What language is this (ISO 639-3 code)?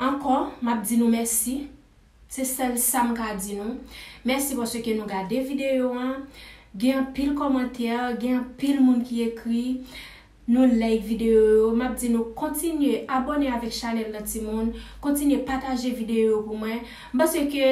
hat